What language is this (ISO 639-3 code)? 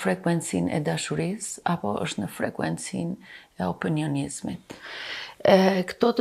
sqi